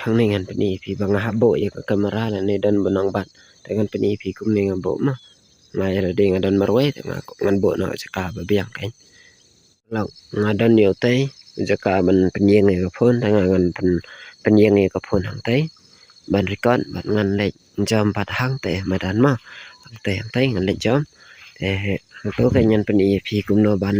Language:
Khasi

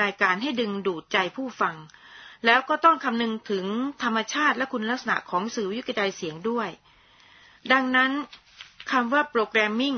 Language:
Thai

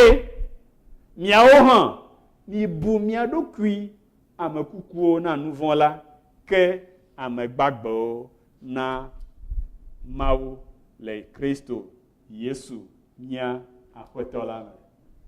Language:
Ewe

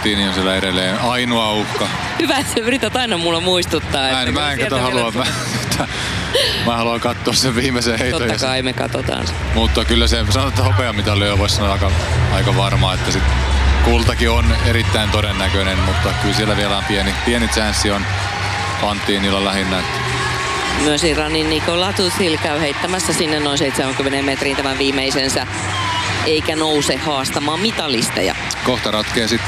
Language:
Finnish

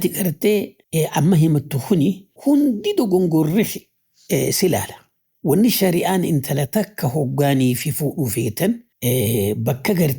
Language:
Oromo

